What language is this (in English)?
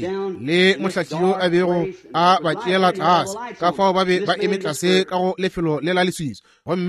Northern Sotho